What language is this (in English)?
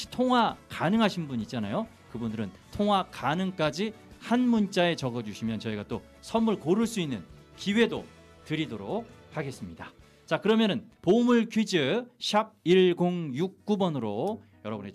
Korean